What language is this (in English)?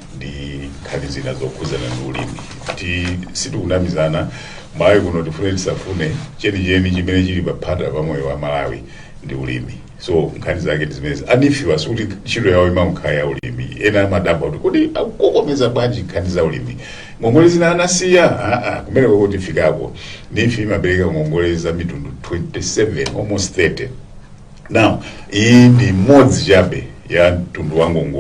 Nyanja